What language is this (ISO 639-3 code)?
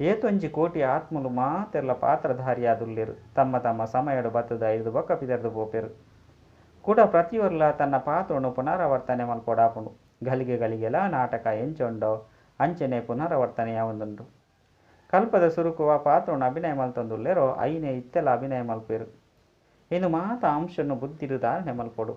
tcy